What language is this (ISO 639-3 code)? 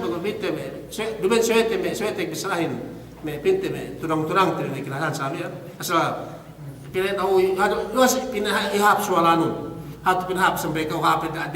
yka